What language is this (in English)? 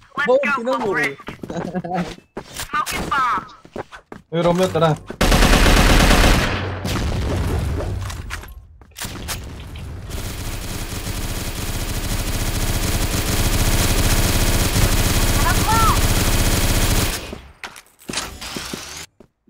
Filipino